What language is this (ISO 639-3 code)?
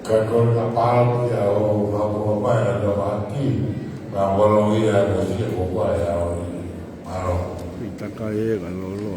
ton